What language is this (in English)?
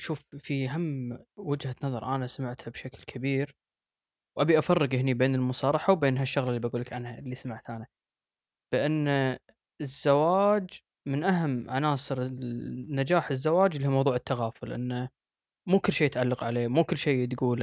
Gulf Arabic